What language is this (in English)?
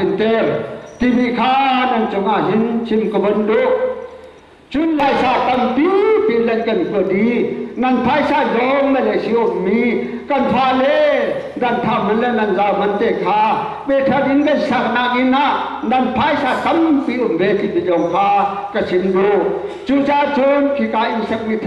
Hakha Chin